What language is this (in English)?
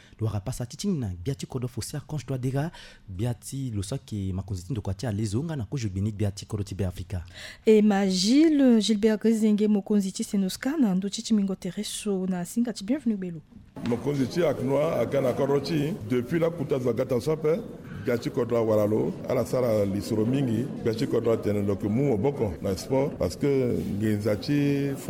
Sango